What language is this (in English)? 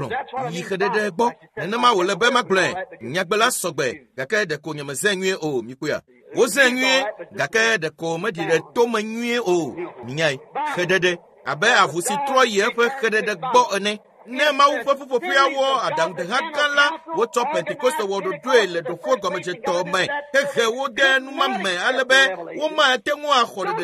Ewe